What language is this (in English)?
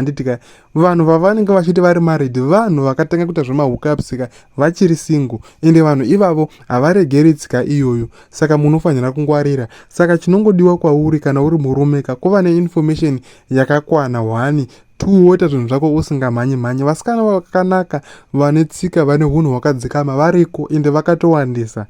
Shona